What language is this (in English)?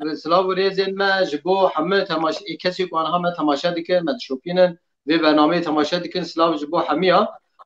Kurdish